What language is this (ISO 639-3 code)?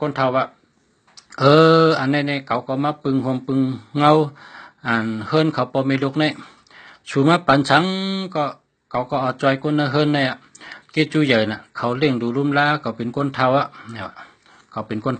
shn